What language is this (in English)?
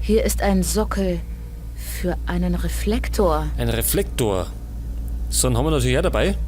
Bavarian